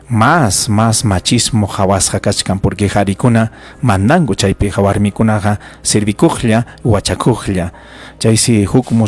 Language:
Ayacucho Quechua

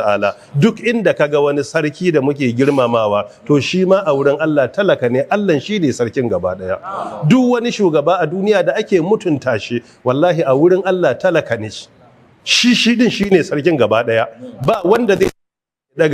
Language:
Hausa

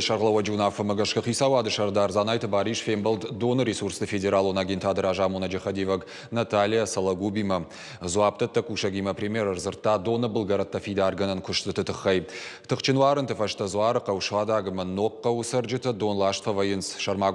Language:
Ossetic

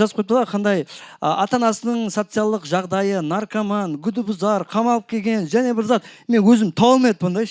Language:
Kara-Kalpak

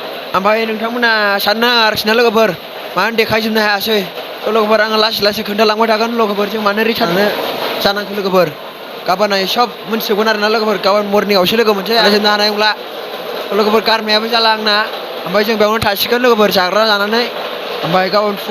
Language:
Bodo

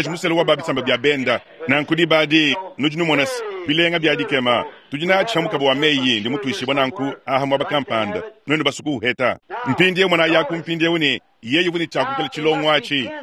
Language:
Luba-Lulua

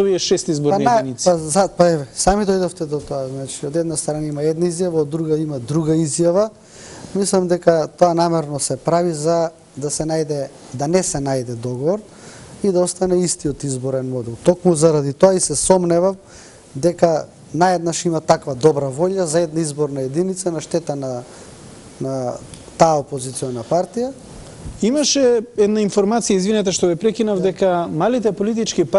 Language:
Macedonian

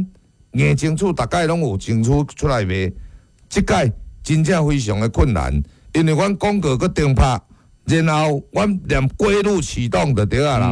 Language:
Min Nan Chinese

